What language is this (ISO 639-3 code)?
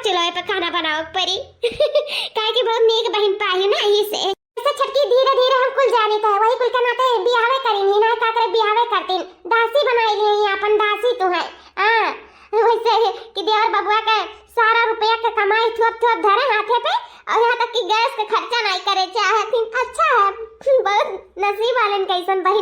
awa